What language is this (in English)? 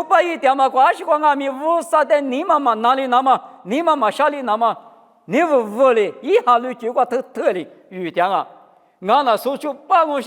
Lisu